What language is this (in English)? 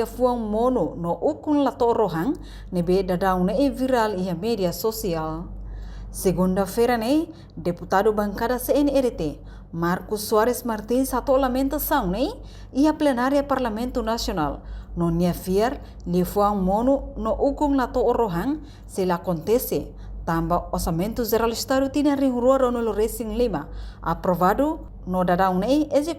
Tetum